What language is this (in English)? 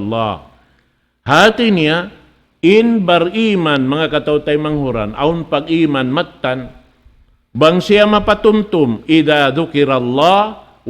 Tausug